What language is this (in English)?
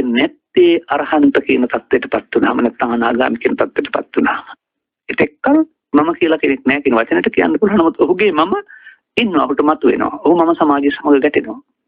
Sinhala